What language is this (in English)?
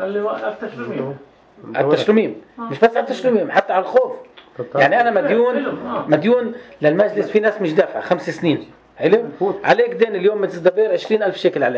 North Levantine Arabic